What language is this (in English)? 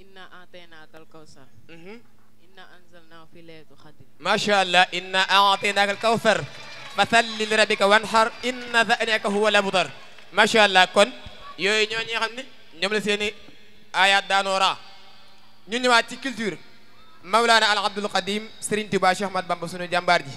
Wolof